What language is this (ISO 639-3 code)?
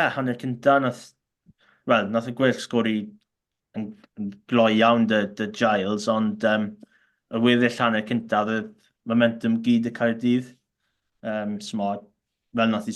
cym